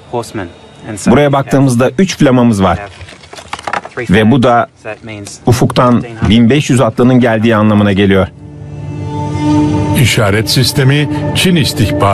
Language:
Turkish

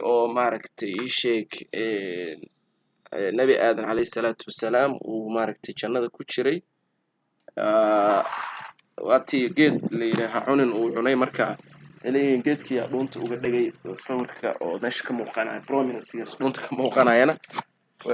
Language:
Somali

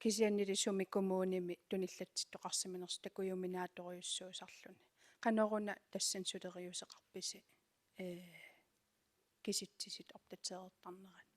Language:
Kalaallisut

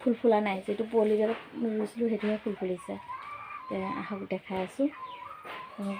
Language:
Assamese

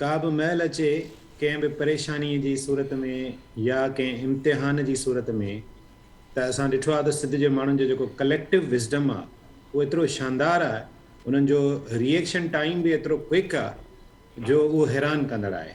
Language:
Sindhi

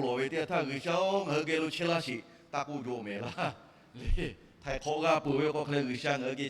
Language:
Lahu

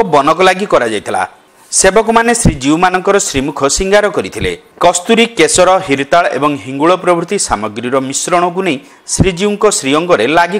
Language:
Odia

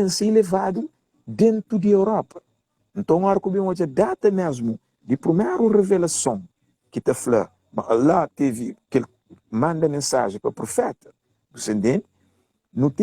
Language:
Kabuverdianu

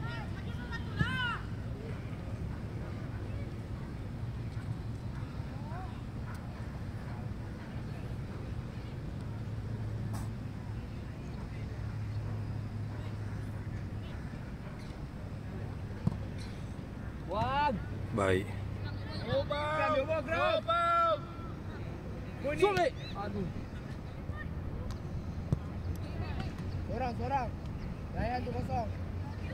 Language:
Malay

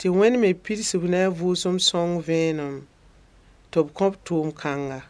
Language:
Mossi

